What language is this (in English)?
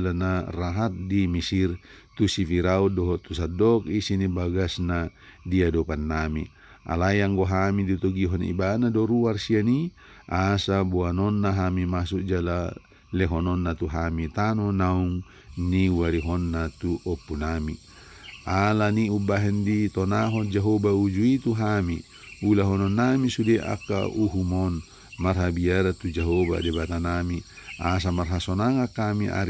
Batak Toba